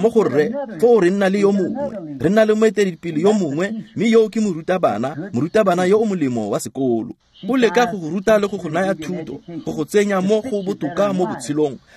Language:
Tswana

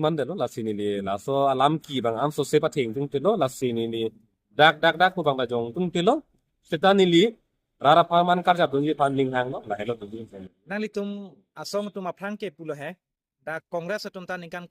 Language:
Karbi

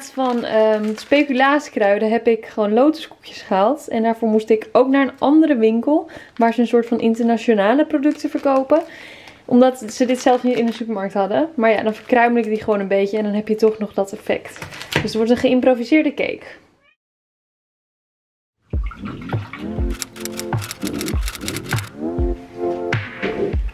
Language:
Dutch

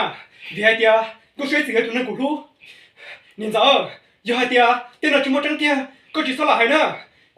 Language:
Hmong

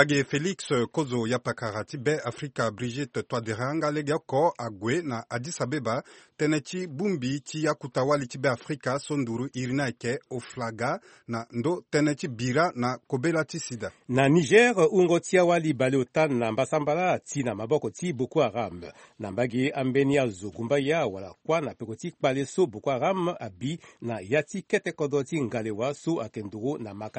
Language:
Sango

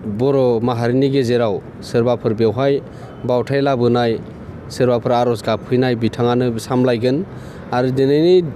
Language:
Bodo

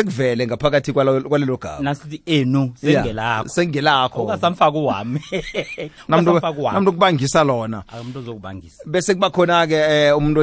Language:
South Ndebele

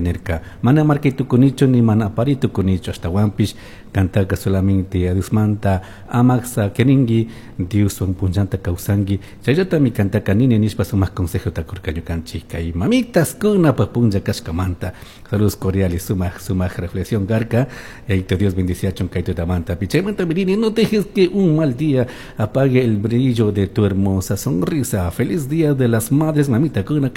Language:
Chimborazo Highland Quichua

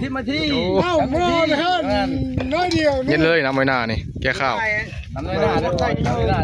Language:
Northeastern Thai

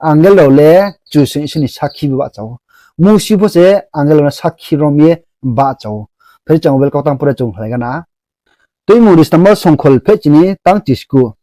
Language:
Riang (India)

